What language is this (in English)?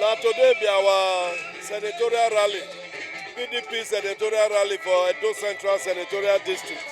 Nigerian Pidgin